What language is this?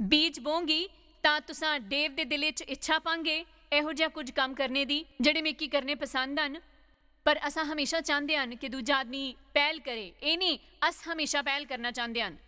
Dogri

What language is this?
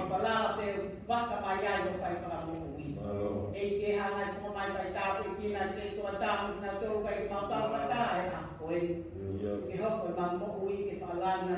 Tongan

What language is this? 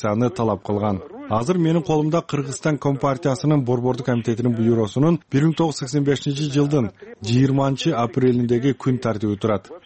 Kyrgyz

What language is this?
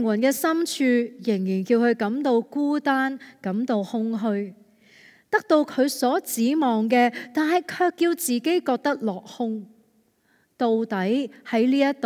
Cantonese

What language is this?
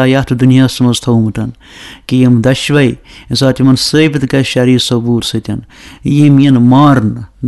Kashmiri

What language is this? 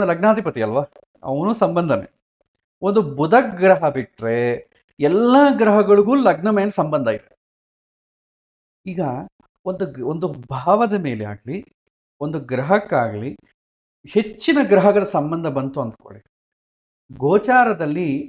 Kannada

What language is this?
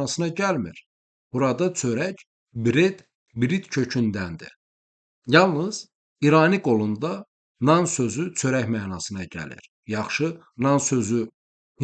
Azerbaijani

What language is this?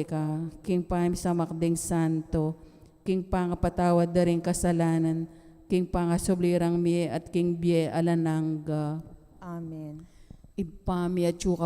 Pampanga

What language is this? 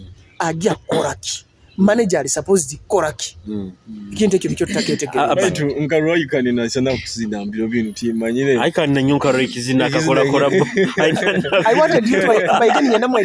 Nyoro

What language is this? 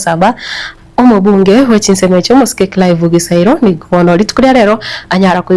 Gusii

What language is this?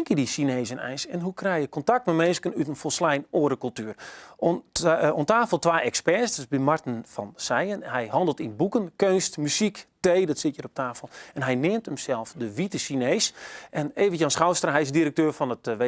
Western Frisian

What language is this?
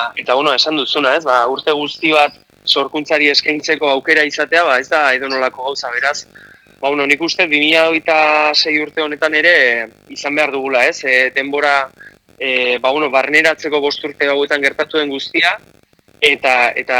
Basque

